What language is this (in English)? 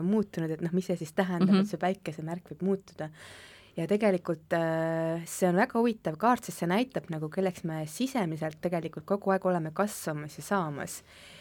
Estonian